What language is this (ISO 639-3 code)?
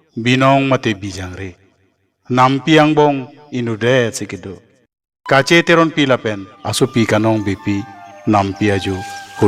mjw